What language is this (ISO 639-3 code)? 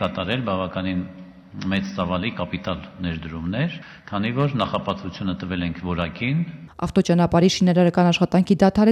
hye